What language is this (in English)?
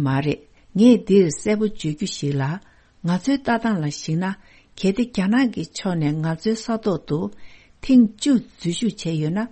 Tibetan